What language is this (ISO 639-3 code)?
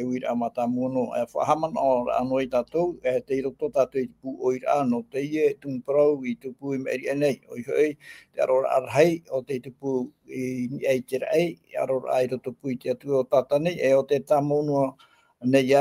tah